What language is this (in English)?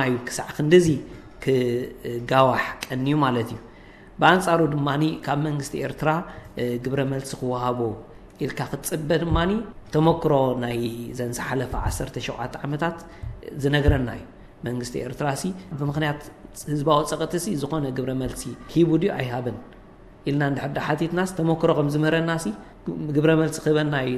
Tigrinya